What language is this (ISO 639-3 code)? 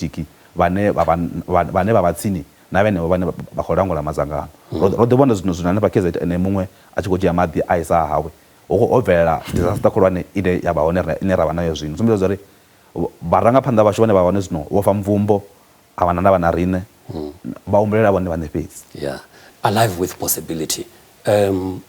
ven